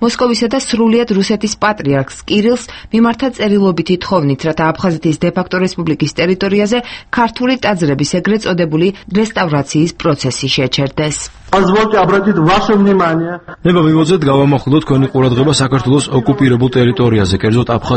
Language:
Georgian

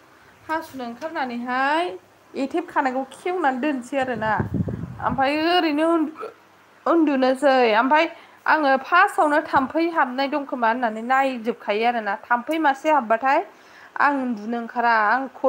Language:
Bodo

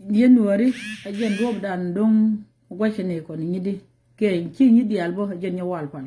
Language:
Nuer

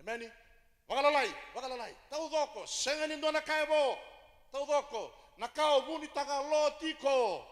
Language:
Fijian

